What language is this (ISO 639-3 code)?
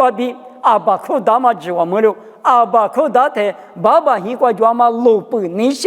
lis